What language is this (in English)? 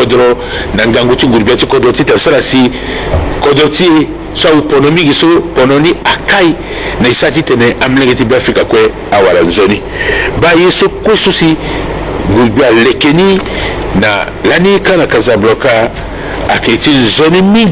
Sango